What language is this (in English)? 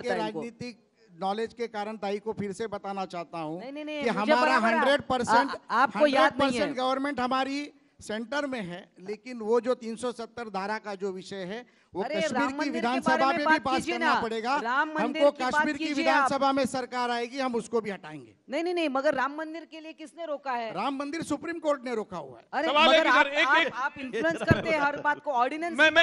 Hindi